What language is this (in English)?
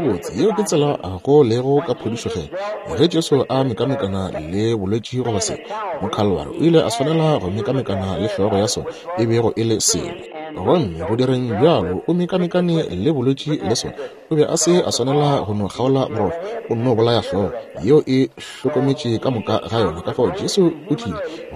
Northern Sotho